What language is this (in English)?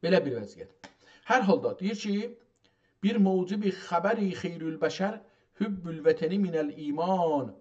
South Azerbaijani